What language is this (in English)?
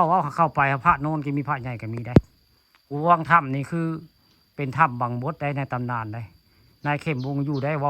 Northeastern Thai